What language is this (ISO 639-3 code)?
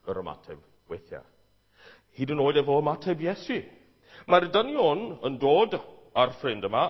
cym